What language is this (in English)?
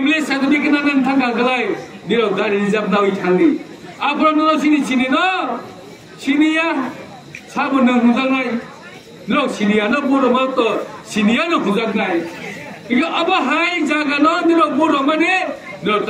Kok Borok